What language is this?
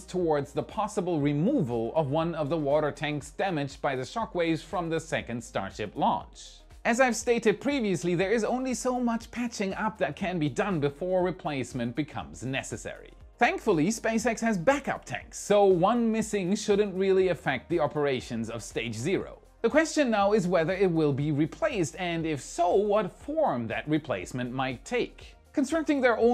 English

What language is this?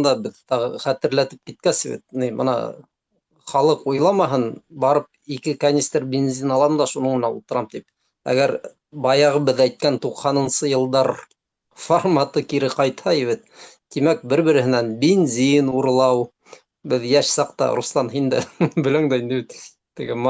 Bashkir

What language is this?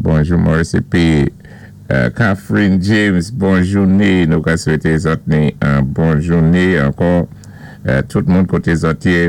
Saint Lucian Creole French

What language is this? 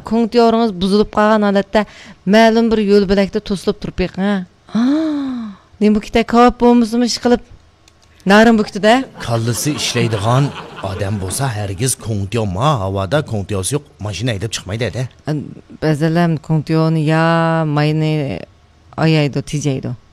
Uyghur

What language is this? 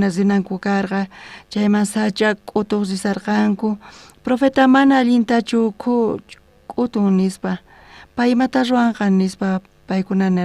South Bolivian Quechua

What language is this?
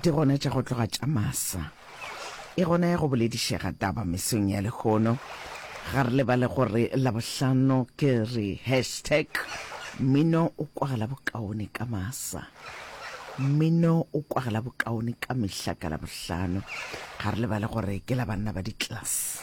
Northern Sotho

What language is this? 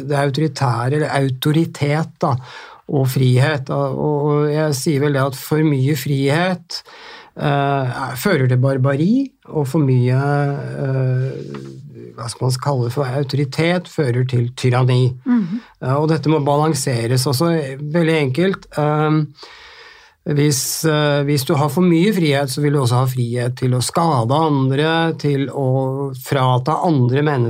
Norwegian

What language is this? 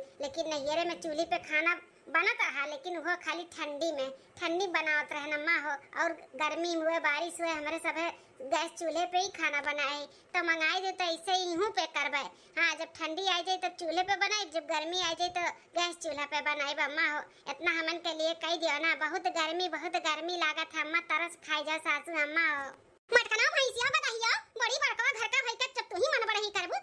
Awadhi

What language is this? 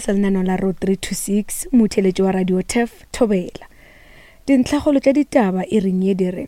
Northern Sotho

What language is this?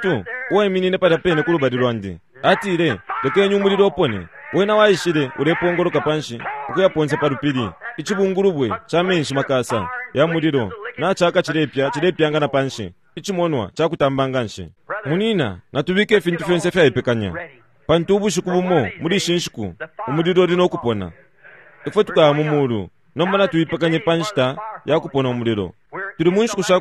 Bemba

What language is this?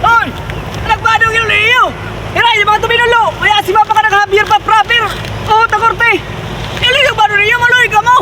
Waray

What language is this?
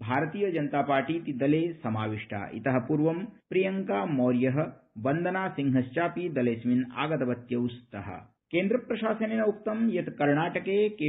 Sanskrit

